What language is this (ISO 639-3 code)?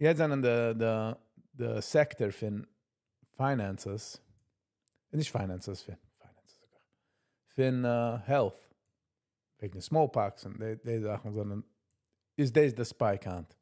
yid